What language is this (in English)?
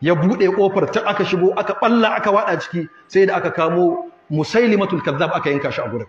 Hausa